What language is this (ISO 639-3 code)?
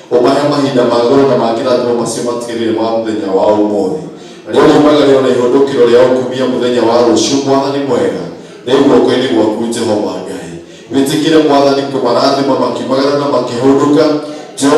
kik